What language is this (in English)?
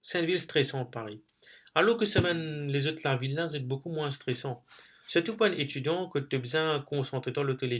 Morisyen